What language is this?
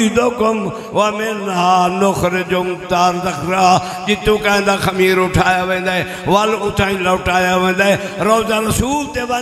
Saraiki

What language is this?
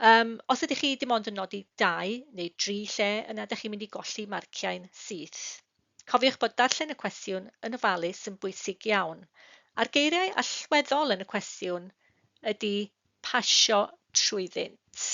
Welsh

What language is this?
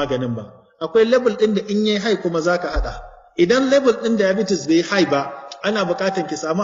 Hausa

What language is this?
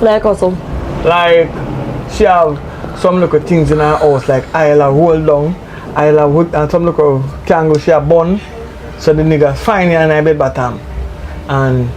Jamaican Creole English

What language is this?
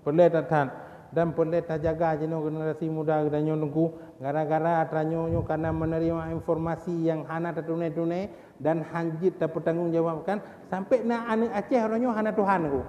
Achinese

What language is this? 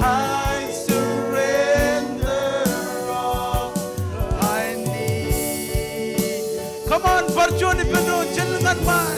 Marshallese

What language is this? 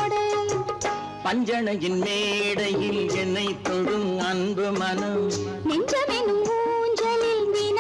Tamil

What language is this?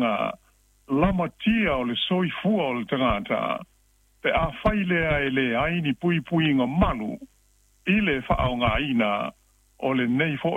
Samoan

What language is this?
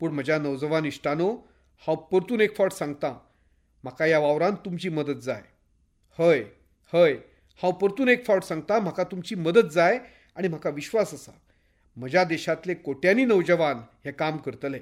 Konkani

